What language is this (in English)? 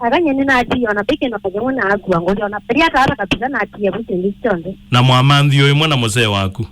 Kamba